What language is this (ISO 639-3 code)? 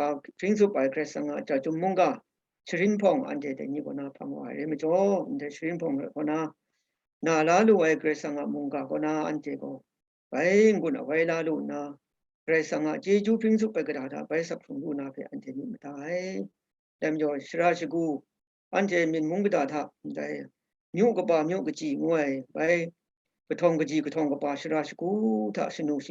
kac